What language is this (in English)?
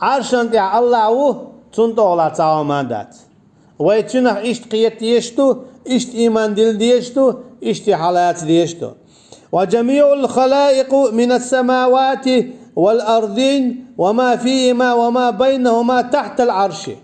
Chechen